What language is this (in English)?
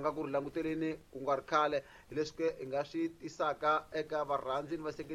Tsonga